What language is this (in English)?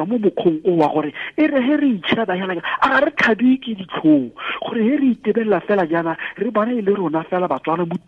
Tswana